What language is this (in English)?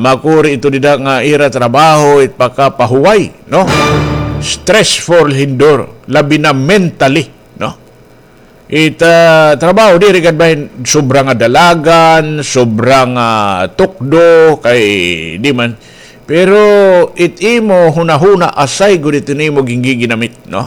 Waray